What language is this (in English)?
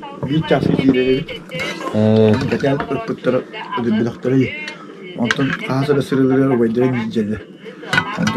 Yakut